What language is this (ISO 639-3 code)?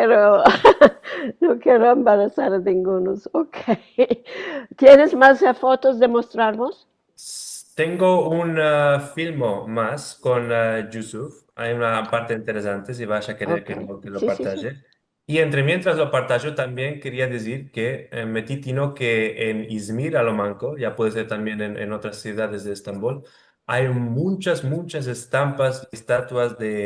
lad